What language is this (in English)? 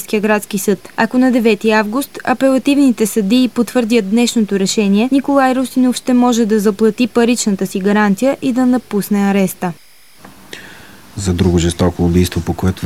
Bulgarian